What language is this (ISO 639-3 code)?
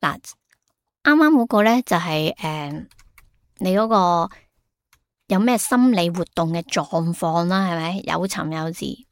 yue